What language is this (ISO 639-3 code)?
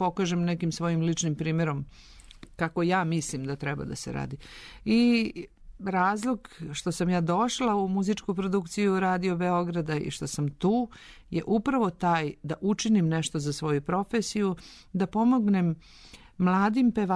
srp